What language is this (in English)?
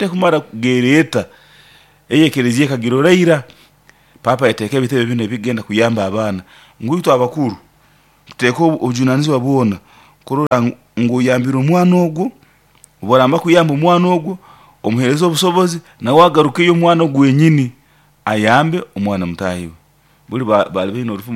Nyoro